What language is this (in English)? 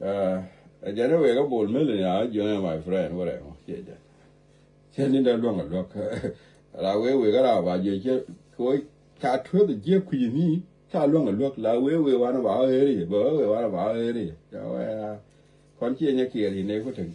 Nuer